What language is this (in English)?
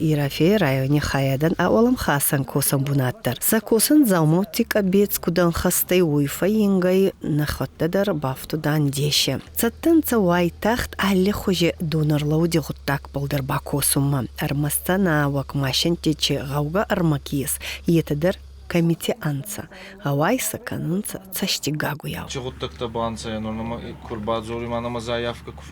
Ossetic